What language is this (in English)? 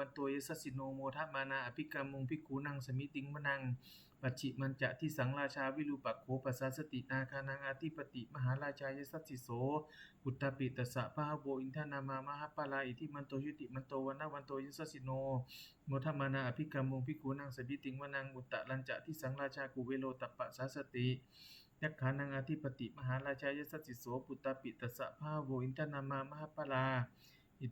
Pali